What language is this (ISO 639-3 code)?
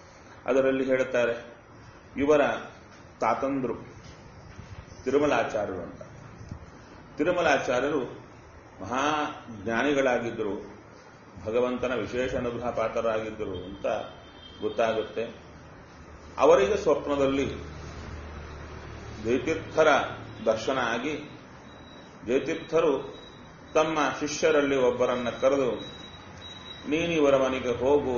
kan